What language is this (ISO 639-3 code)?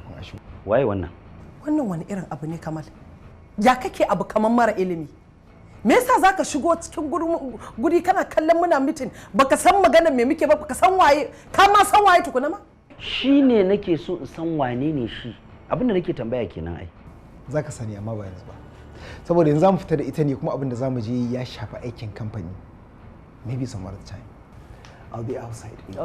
hau